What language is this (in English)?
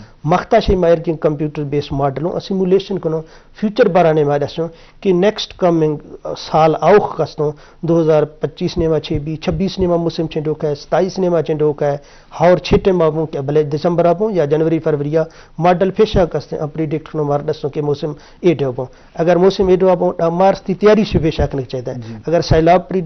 Eastern Balochi